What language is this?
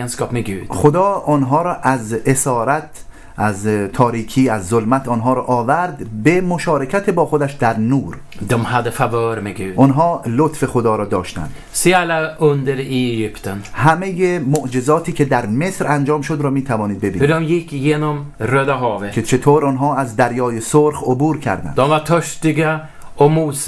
Persian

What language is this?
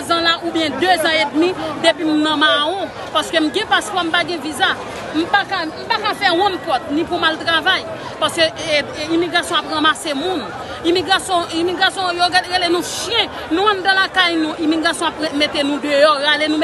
Haitian Creole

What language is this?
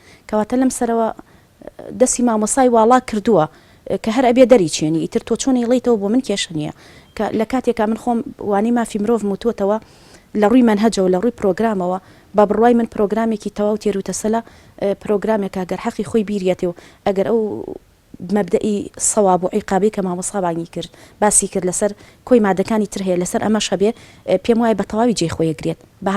Central Kurdish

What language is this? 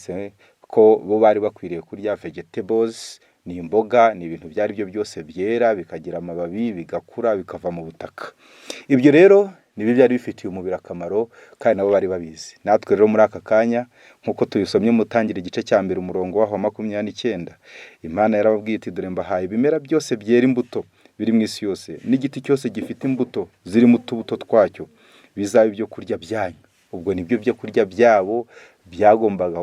Kinyarwanda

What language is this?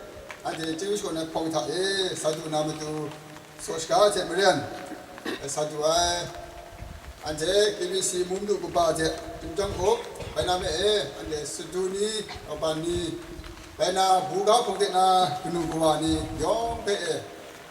Kachin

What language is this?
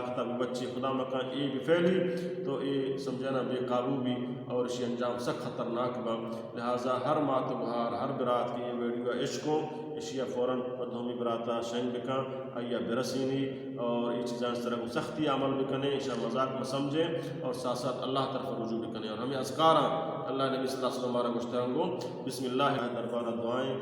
Baluchi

